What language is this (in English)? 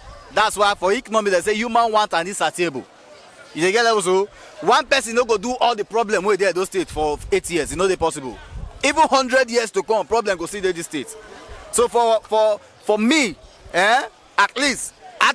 Nigerian Pidgin